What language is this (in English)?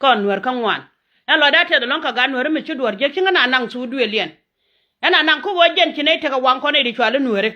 Nuer